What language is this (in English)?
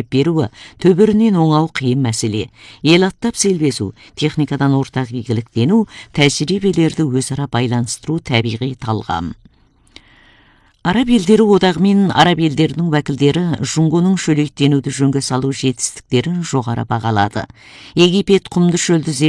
Kazakh